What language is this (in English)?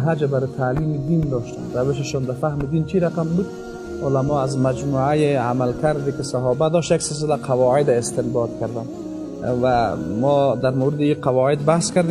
Persian